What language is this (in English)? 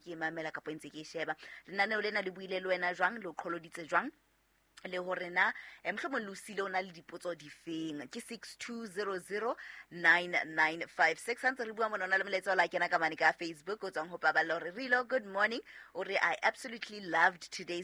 Southern Sotho